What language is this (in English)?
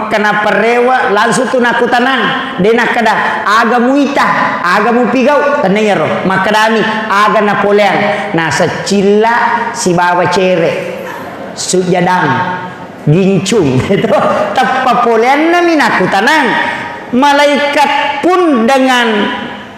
Buginese